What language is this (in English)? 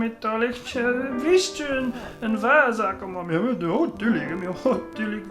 Scottish Gaelic